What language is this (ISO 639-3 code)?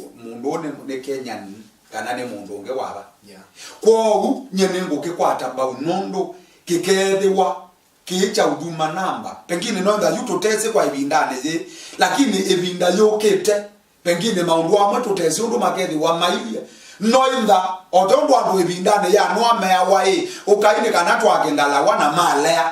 kam